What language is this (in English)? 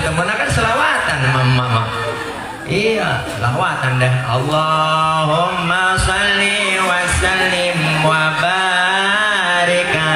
Betawi